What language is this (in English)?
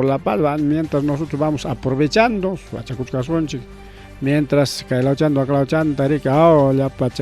Ayacucho Quechua